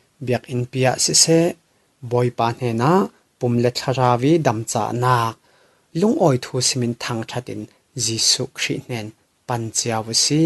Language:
Falam Chin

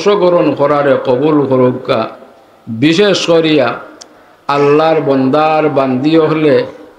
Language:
Sylheti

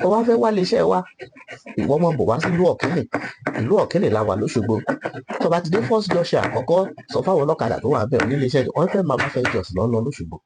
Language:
Yoruba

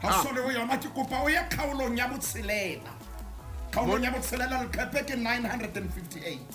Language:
Southern Sotho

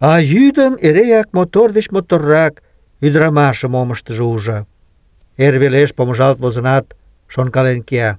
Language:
Mari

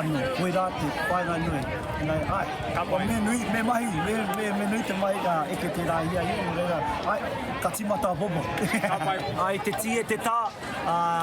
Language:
Māori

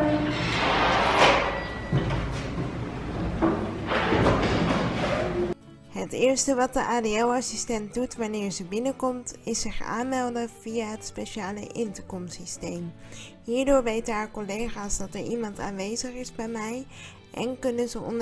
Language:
Dutch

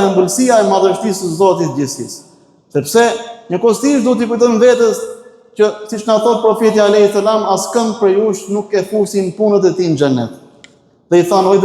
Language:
Albanian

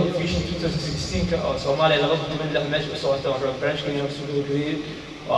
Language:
Somali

